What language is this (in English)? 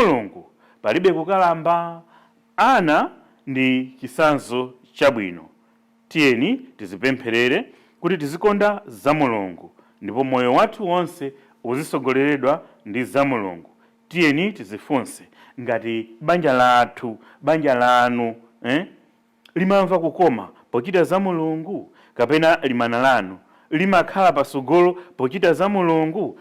Nyanja